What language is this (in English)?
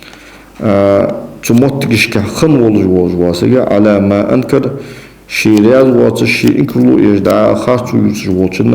Ingush